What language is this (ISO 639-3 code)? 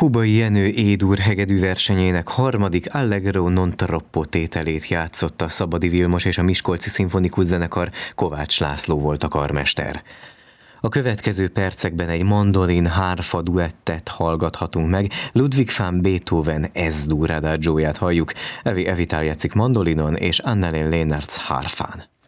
hun